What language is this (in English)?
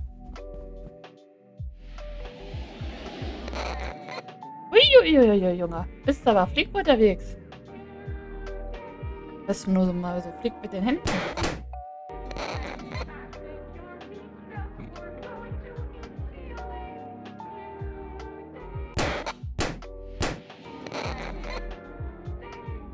German